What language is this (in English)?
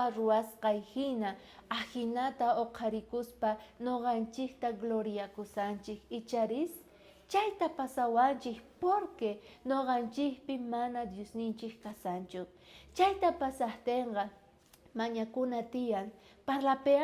South Bolivian Quechua